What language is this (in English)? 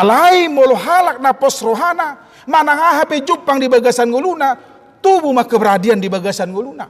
Batak Toba